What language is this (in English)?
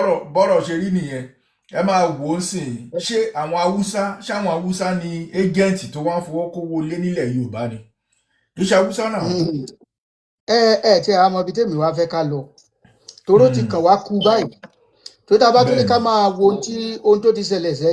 Yoruba